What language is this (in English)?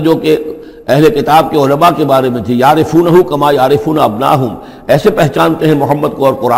Urdu